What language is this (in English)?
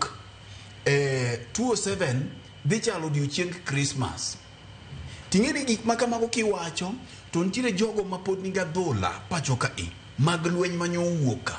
Luo (Kenya and Tanzania)